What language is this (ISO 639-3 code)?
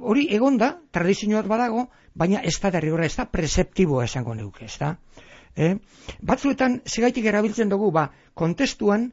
eus